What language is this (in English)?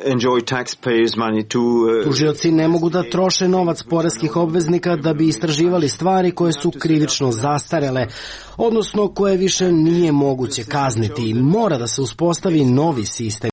Serbian